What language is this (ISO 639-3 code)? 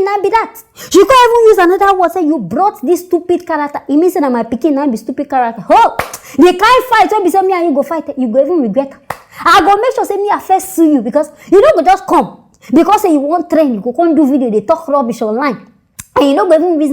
pcm